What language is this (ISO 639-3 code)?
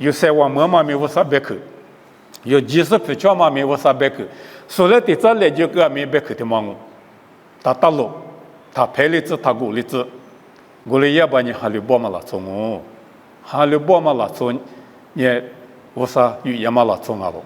lis